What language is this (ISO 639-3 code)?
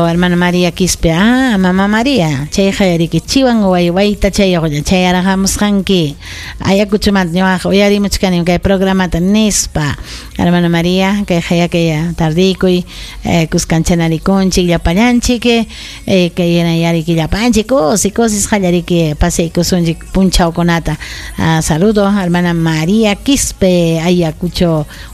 quy